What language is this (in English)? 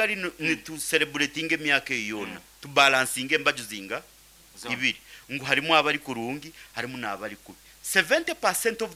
Nyankole